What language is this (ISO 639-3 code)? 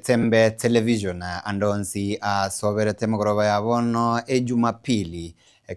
guz